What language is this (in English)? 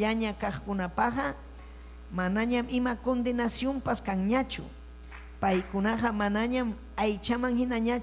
Ayacucho Quechua